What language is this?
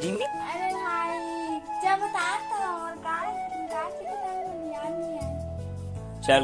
Chhattisgarhi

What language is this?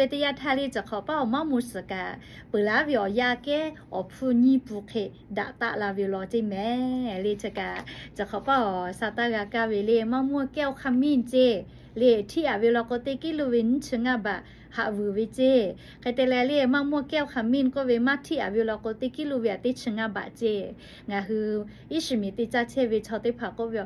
Lahu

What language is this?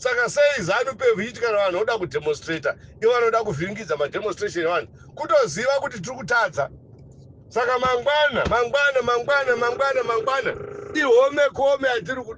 Shona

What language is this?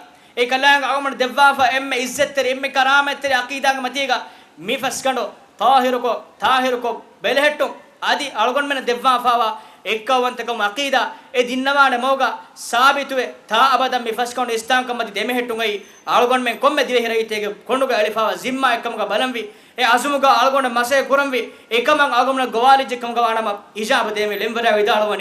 Divehi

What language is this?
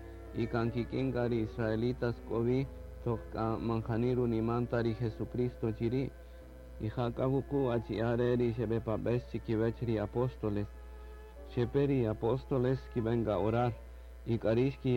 Kaqchikel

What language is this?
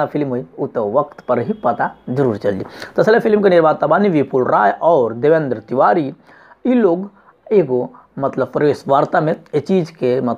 Bhojpuri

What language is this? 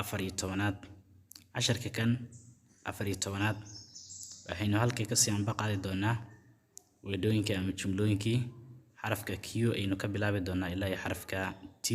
Somali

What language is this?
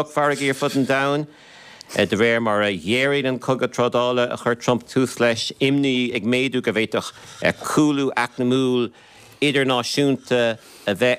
Irish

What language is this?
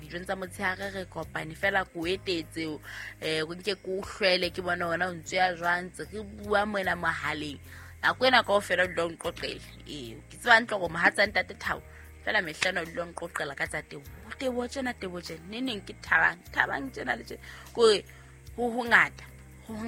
Southern Sotho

